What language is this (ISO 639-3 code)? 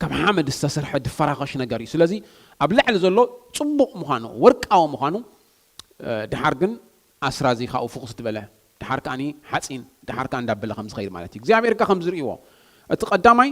tir